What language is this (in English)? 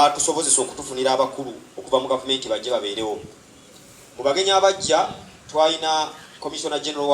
Ganda